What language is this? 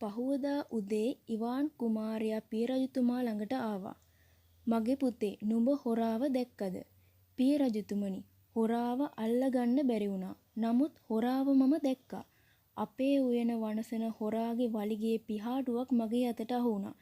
Sinhala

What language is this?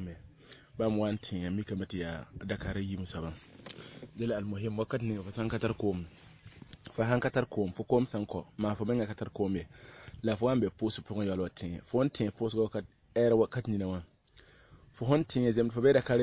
Mossi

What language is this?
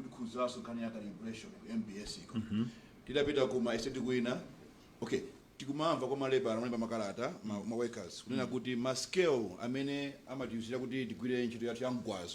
Nyanja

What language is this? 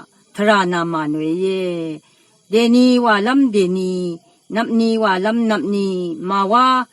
Rawang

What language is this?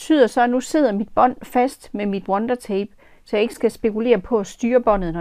Danish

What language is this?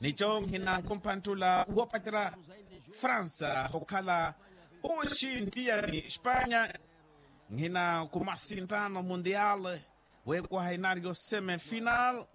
Makhuwa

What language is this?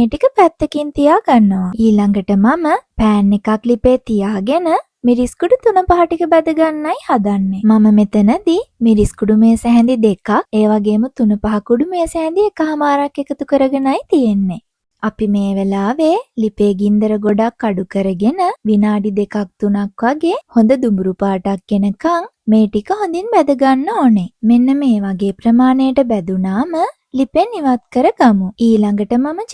Sinhala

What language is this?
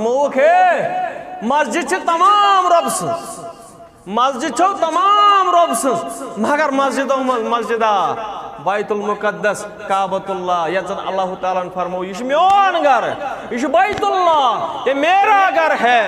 Kashmiri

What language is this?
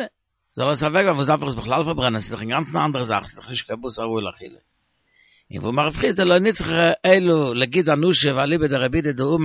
Yiddish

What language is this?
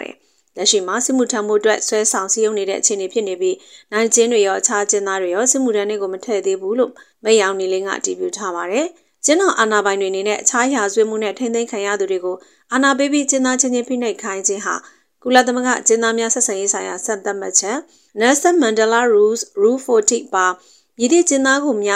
Burmese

